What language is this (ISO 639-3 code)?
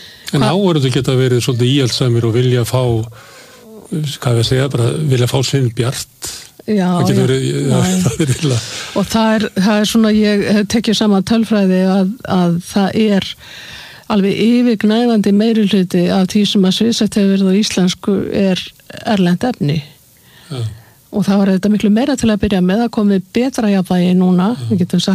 isl